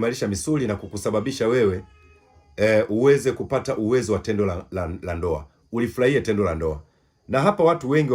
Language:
Swahili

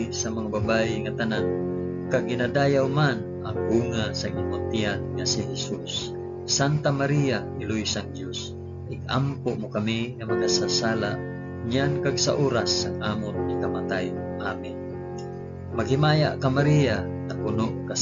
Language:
Hiligaynon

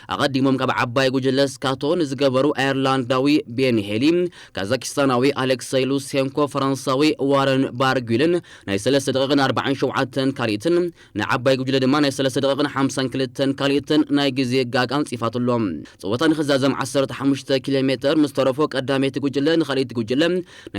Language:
Tigrinya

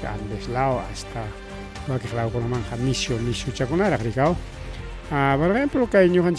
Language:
Ayacucho Quechua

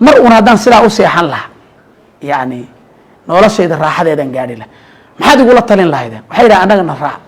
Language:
Somali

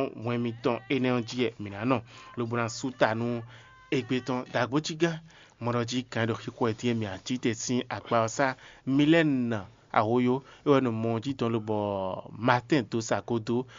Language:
Fon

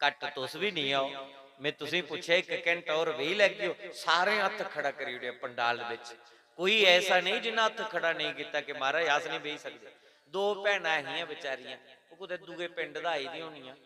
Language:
Dogri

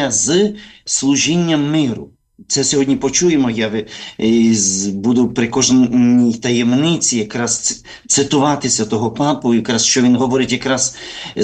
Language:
Ukrainian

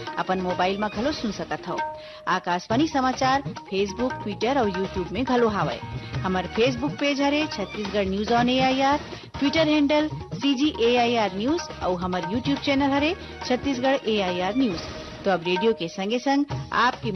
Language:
Chhattisgarhi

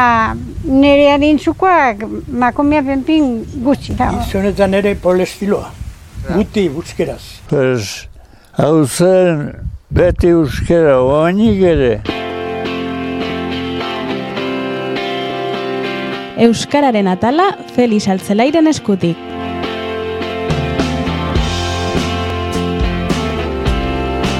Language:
Basque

